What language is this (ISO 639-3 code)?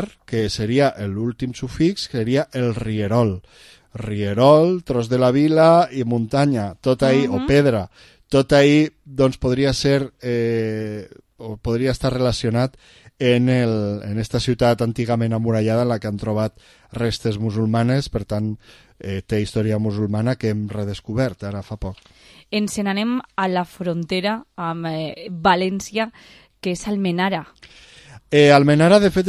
cat